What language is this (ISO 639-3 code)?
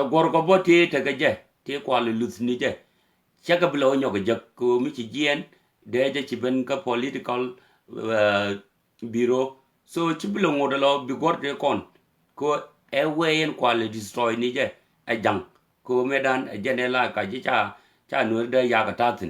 nus